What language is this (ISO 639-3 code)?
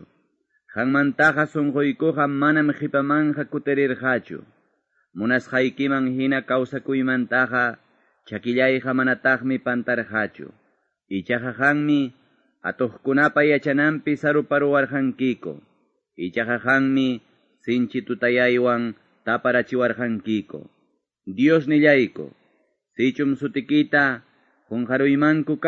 que